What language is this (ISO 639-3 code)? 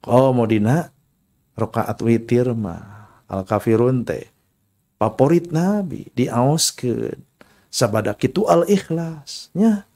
sun